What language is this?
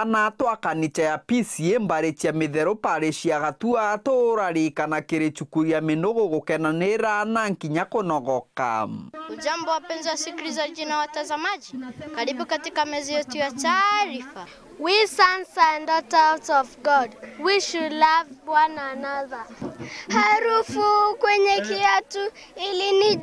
Meru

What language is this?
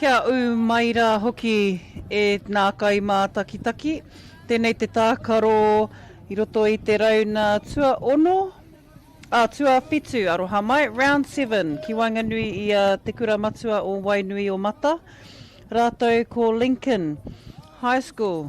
Māori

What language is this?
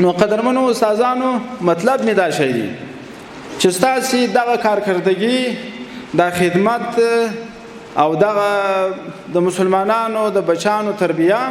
Pashto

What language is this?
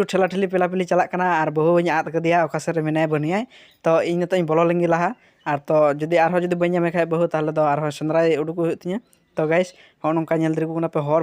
Santali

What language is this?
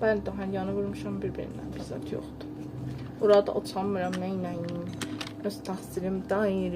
South Azerbaijani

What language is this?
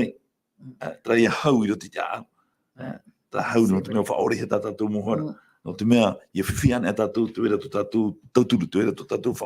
Tahitian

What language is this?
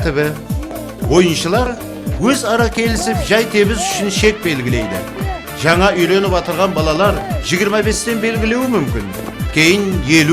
Kara-Kalpak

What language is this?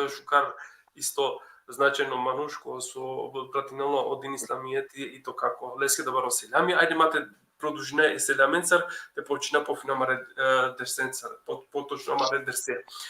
Balkan Romani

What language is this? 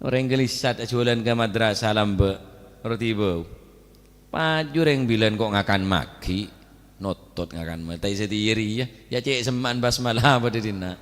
Madurese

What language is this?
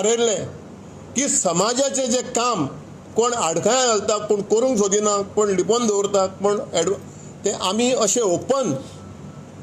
Konkani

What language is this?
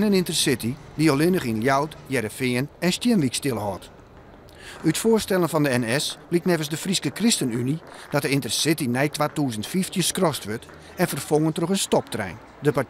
Western Frisian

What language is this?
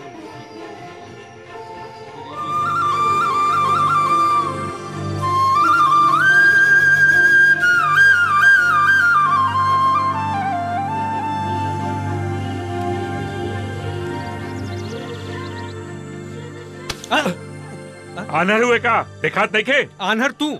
Bhojpuri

